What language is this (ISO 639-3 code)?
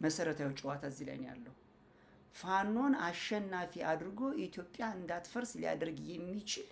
amh